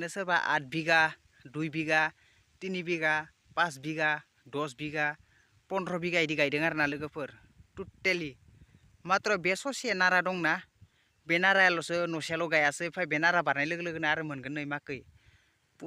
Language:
Bodo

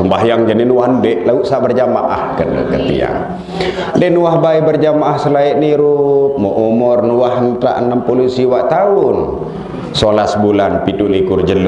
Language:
Sasak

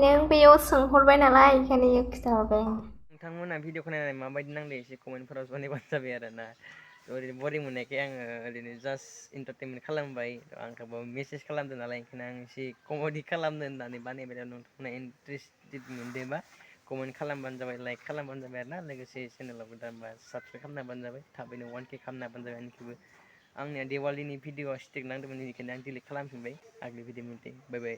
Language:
Bodo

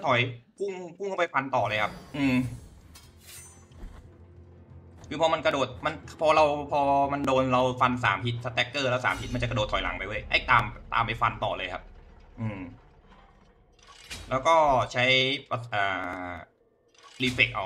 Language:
Thai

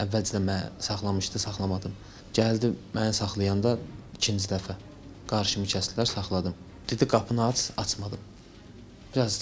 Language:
Azerbaijani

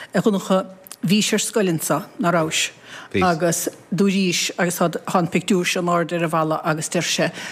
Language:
Irish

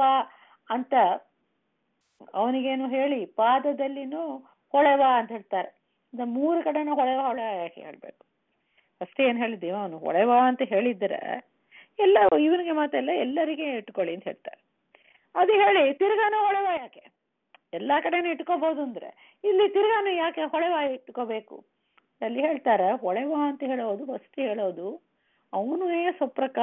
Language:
Kannada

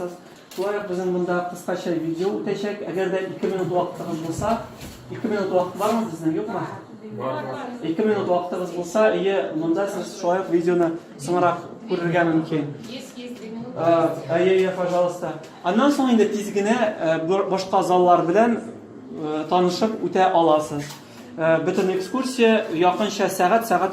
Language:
Tatar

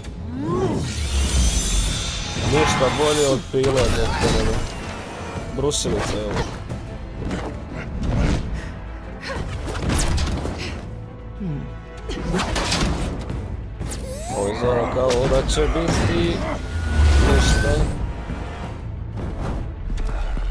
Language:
Croatian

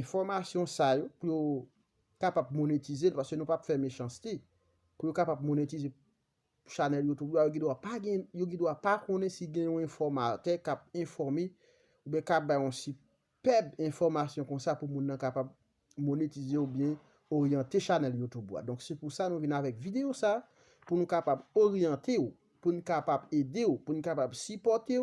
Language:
Haitian Creole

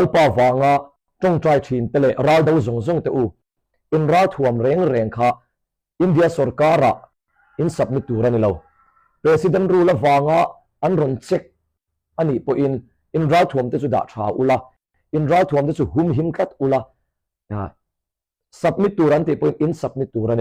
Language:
Hmar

